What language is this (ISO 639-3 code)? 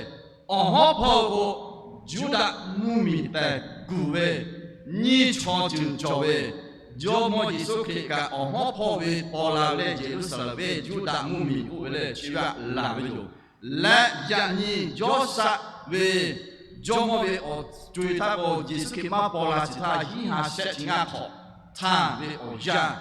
lhu